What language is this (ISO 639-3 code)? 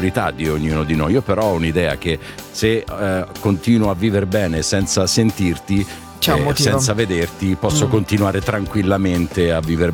ita